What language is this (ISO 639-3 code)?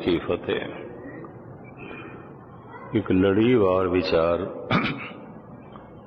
pan